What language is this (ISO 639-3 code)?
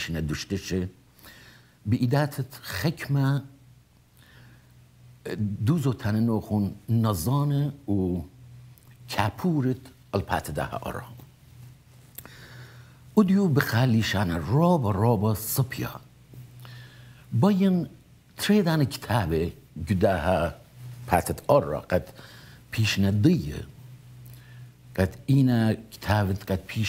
aii